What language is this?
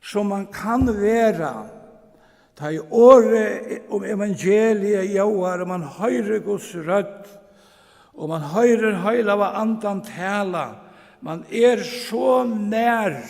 Faroese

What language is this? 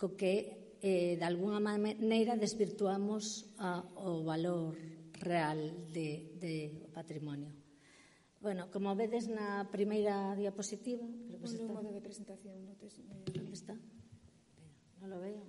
Galician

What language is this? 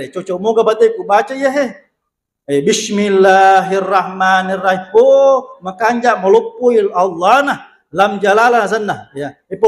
Buginese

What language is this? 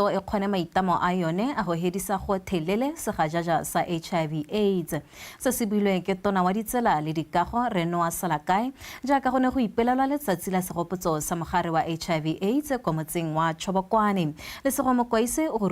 Tswana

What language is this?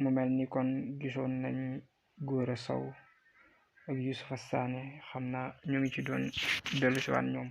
Wolof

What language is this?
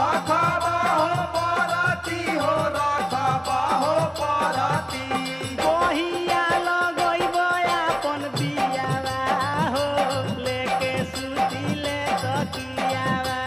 Bhojpuri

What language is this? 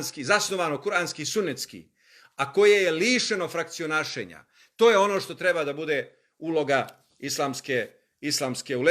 Bosnian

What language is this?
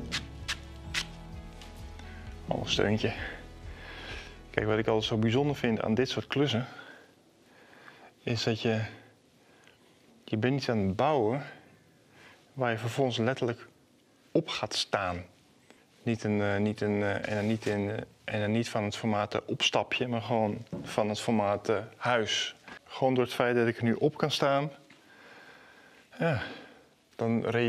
Dutch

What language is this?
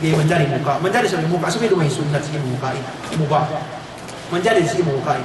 Yakan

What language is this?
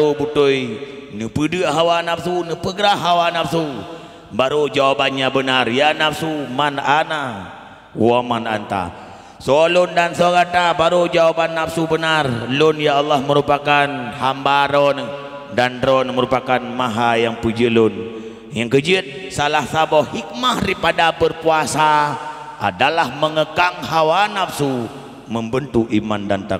Achinese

